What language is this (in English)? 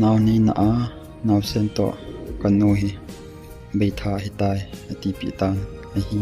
Thado Chin